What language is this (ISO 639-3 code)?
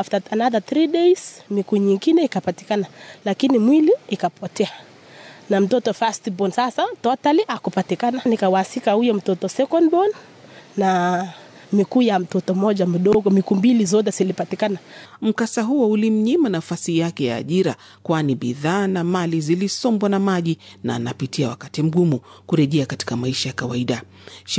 swa